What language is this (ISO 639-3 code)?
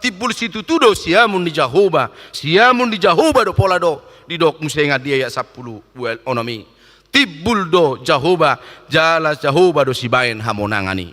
bbc